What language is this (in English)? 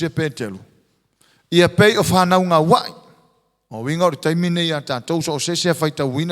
Samoan